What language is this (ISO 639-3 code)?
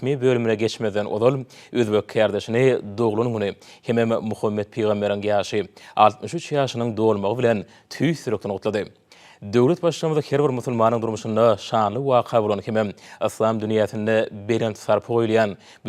tuk